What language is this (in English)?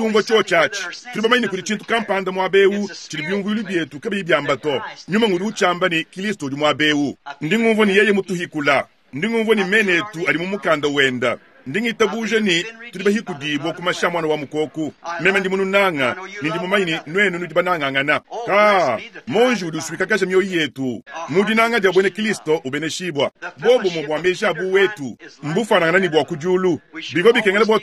Luba-Lulua